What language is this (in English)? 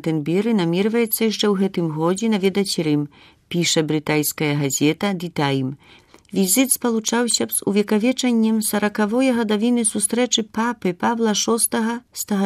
Belarusian